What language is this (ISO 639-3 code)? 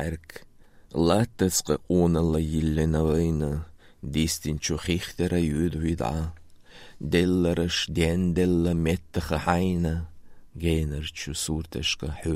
che